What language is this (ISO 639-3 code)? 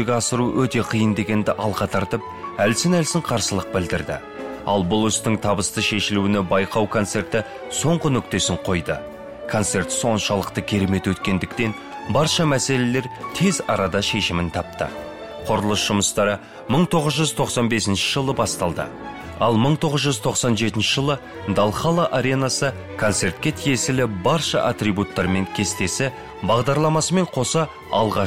kaz